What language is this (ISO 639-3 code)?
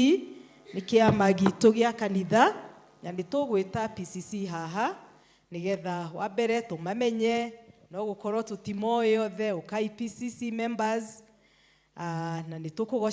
kik